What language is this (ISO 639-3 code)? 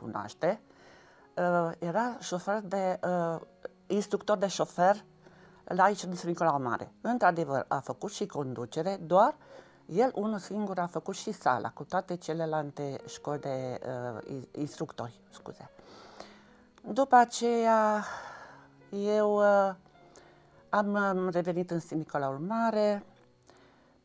ron